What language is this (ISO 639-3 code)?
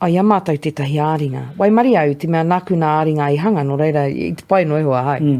mri